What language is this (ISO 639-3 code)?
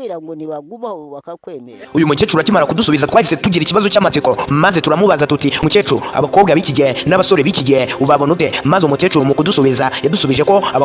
kin